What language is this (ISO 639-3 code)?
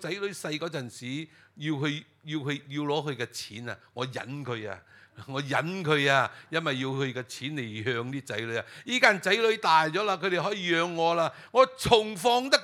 yue